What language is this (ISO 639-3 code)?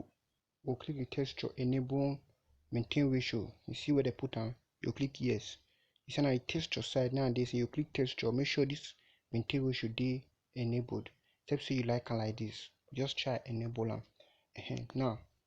pcm